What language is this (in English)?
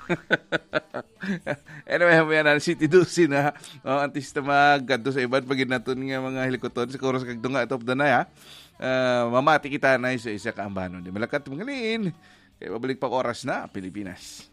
Hiligaynon